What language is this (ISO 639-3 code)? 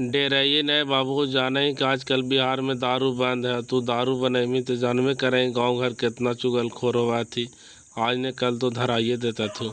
mag